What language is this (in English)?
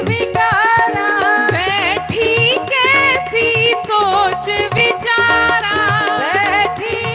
Dogri